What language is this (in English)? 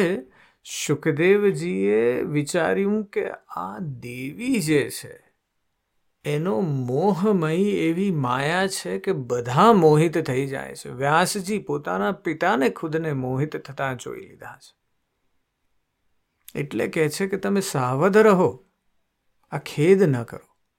Gujarati